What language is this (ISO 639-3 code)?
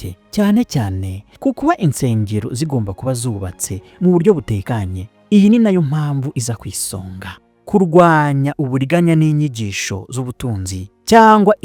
kin